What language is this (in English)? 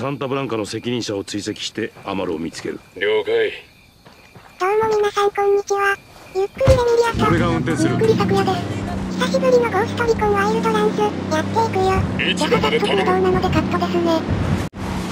Japanese